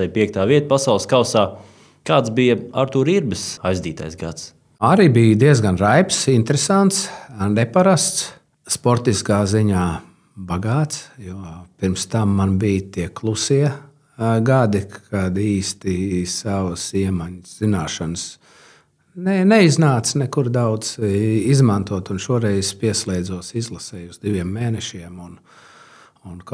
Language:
Latvian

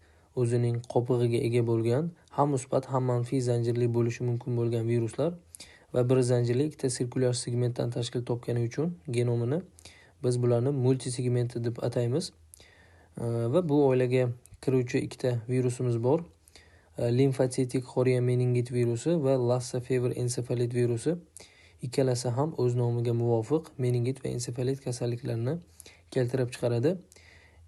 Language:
Uzbek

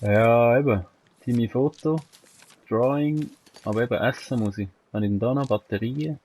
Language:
Swiss German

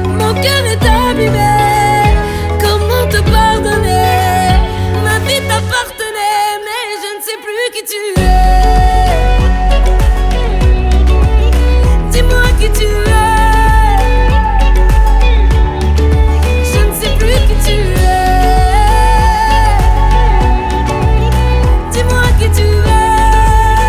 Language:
French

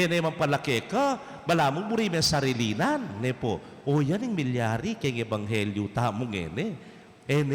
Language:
Pampanga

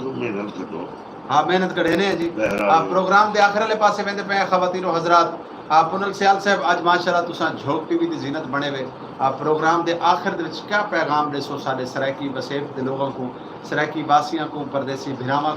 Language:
Saraiki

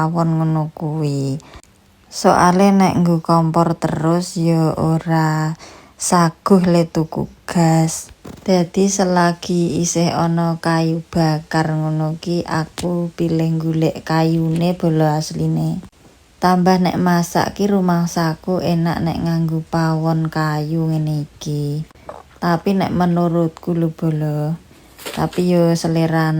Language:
Javanese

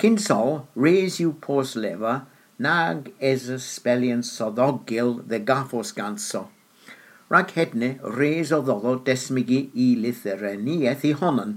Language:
Cornish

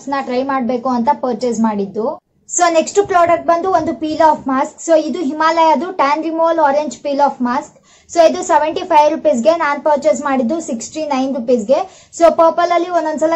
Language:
Kannada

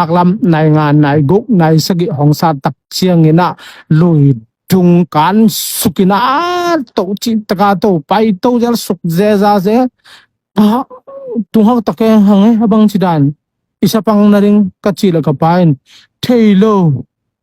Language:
Tedim Chin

